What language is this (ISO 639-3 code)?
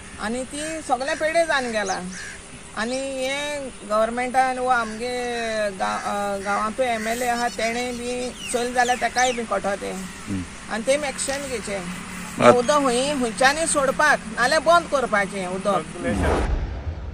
kok